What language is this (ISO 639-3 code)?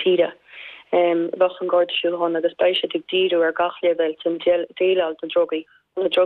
gle